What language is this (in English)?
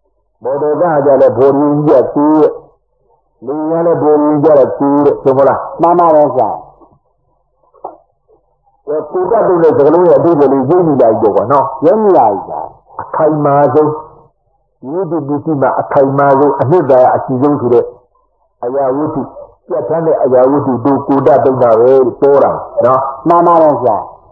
Burmese